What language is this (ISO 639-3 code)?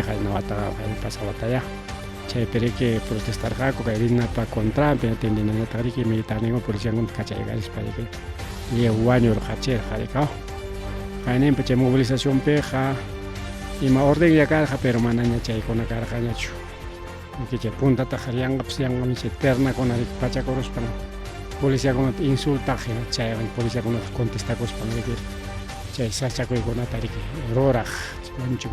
quy